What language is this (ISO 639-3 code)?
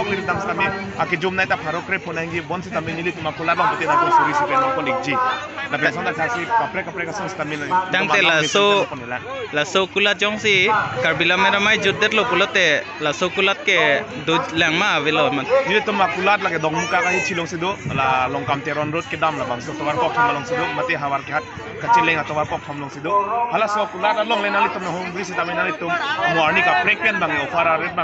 mjw